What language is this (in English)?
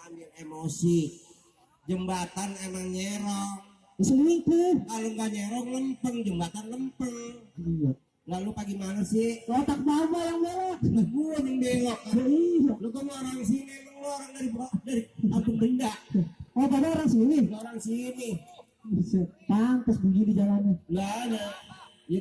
Betawi